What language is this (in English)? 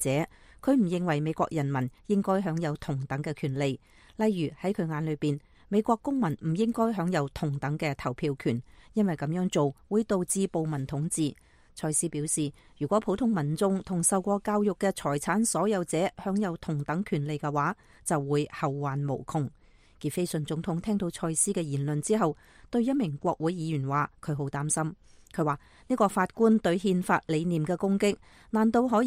Cantonese